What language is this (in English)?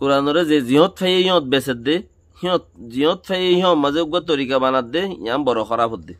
Rohingya